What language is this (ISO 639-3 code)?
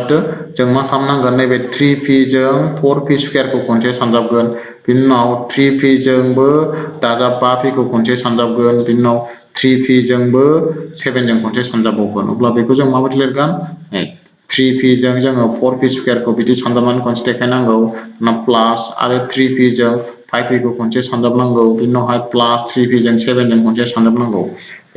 brx